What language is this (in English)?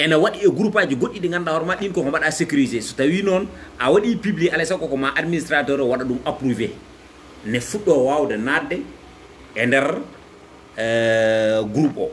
Fula